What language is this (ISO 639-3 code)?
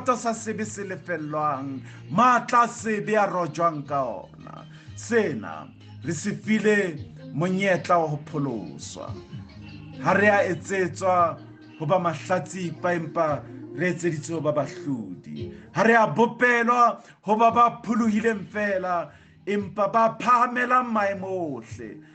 sot